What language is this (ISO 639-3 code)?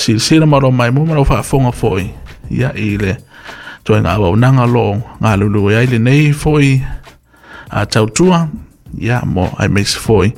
smo